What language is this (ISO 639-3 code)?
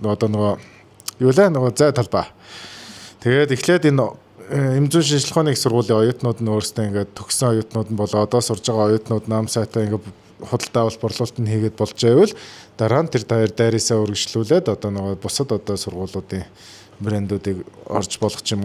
mon